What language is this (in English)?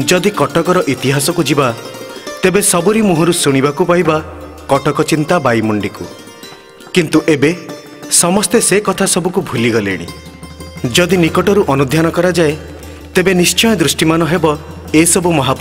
Odia